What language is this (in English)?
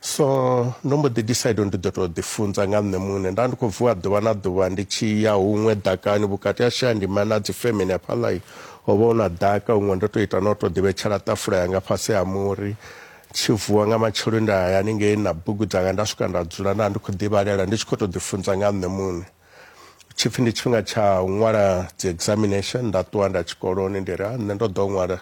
Venda